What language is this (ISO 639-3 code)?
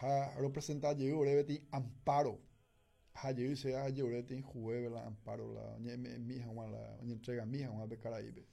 grn